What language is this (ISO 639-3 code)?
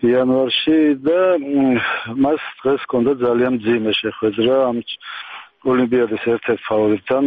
kat